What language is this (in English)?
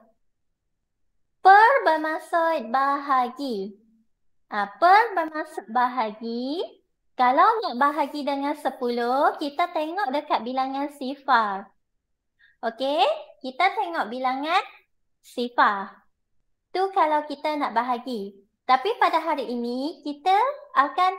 Malay